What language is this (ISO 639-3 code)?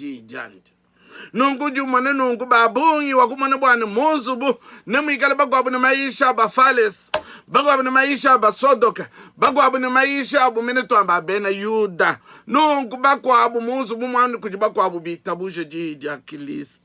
lua